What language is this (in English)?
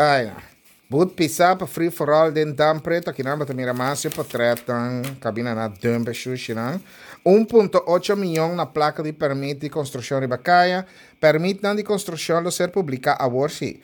Papiamento